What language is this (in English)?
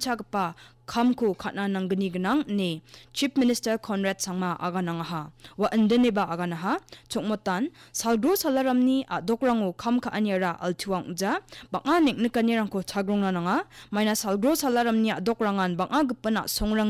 Garo